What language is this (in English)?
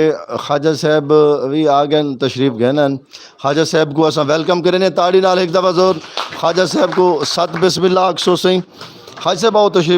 Saraiki